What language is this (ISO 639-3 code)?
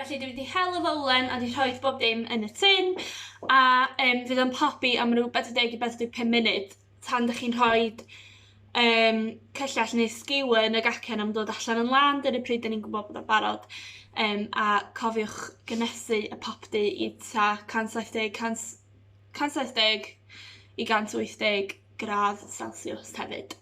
cym